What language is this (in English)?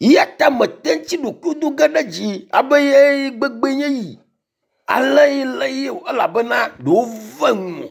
Ewe